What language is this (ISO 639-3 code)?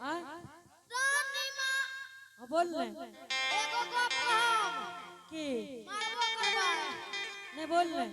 anp